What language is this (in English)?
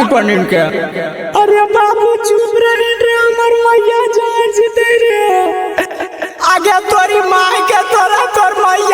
Magahi